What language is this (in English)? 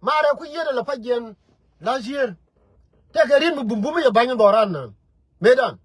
Nuer